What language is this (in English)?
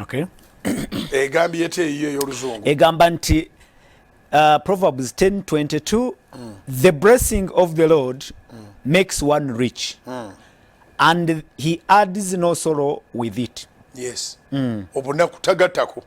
Ganda